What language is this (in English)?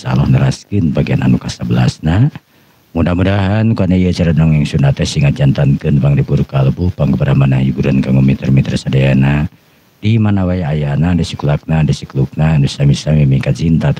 Sundanese